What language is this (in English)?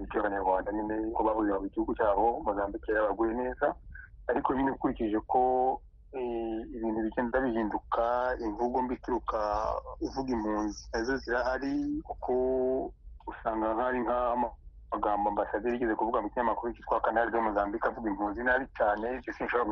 Kinyarwanda